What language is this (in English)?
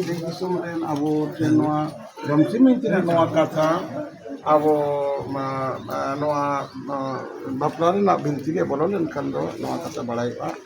Santali